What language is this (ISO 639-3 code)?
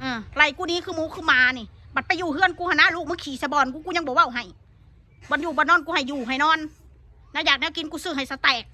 tts